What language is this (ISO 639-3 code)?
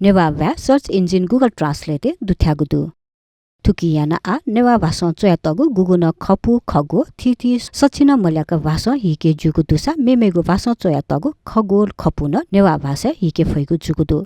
new